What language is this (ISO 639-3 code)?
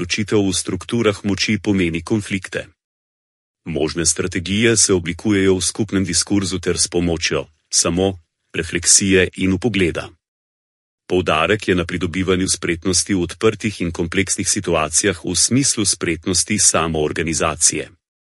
slv